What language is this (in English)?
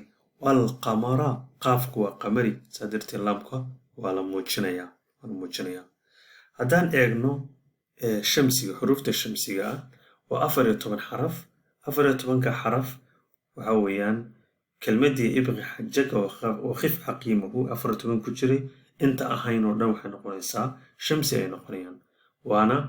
Somali